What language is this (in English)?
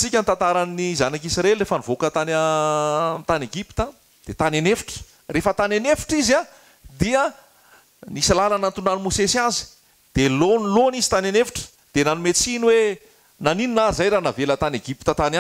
Malagasy